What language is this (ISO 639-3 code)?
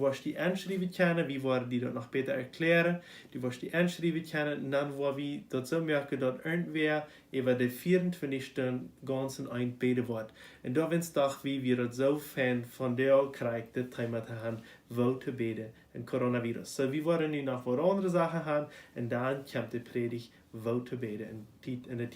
pdt